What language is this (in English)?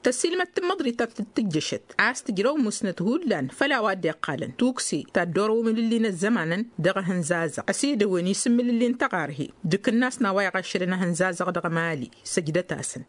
Tamasheq